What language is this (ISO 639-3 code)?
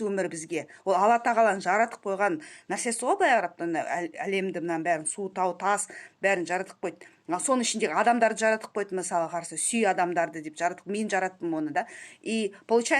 kaz